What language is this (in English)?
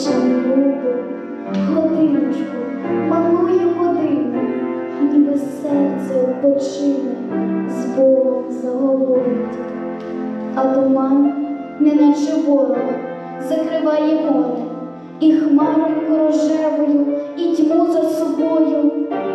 Ukrainian